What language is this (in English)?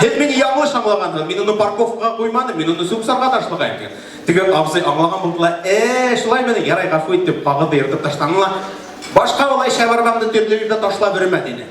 Bashkir